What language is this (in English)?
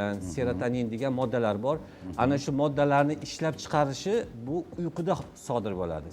Uzbek